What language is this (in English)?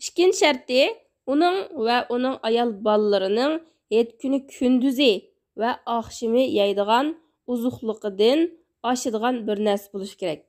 Uyghur